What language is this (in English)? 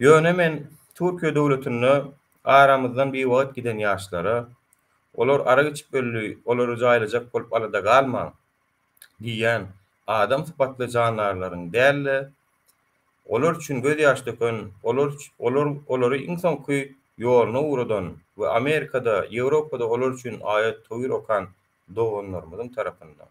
Turkmen